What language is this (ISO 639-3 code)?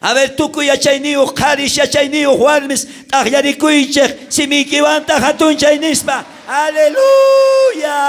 quh